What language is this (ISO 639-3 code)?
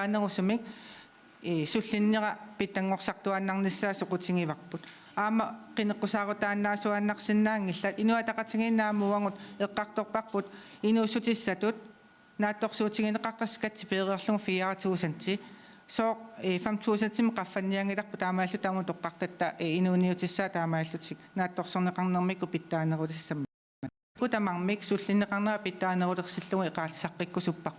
kal